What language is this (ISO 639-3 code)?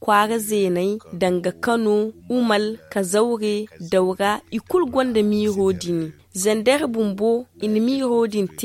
dje